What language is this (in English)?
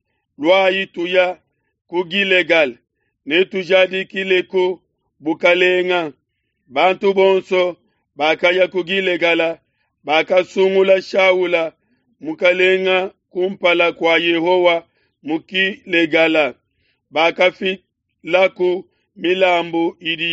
Luba-Lulua